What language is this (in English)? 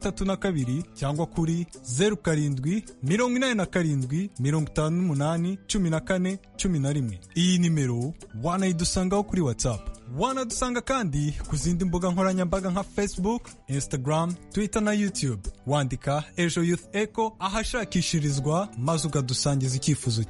Kinyarwanda